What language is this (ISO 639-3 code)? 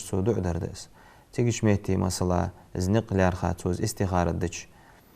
inh